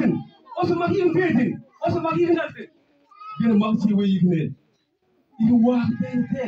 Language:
Mabaan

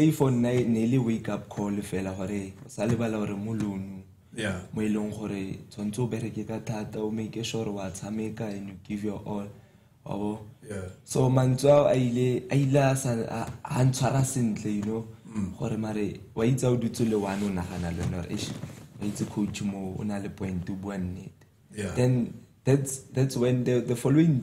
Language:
Tswana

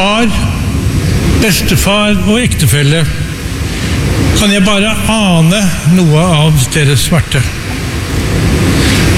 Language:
Norwegian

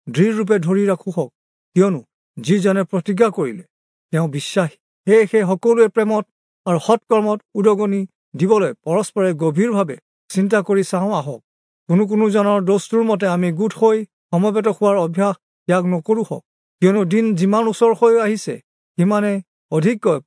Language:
Assamese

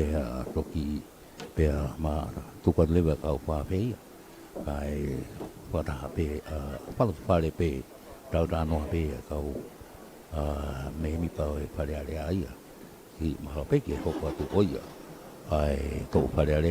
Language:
Tongan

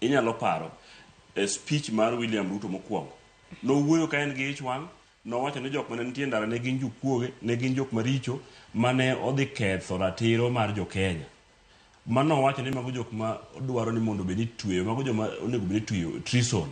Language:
Luo (Kenya and Tanzania)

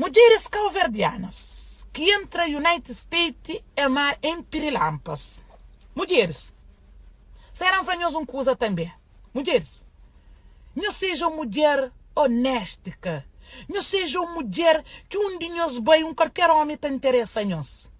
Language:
Kabuverdianu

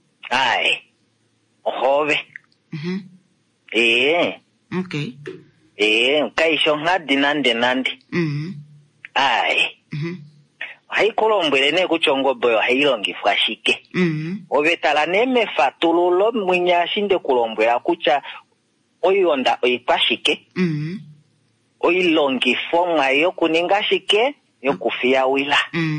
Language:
Kuanyama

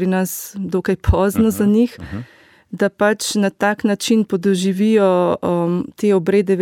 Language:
Slovenian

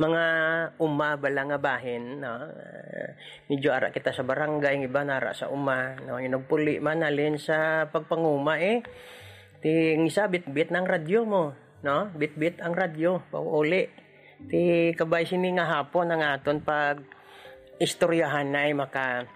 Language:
Hiligaynon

